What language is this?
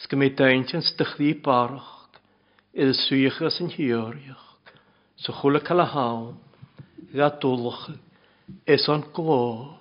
Welsh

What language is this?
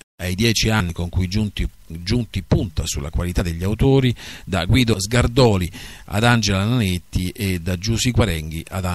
Italian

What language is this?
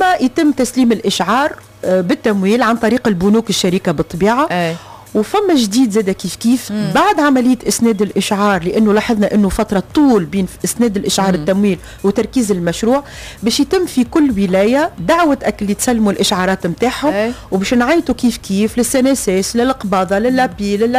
Tunisian Arabic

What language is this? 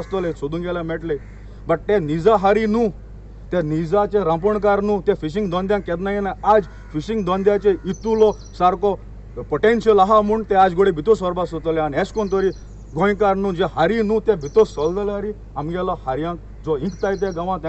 Konkani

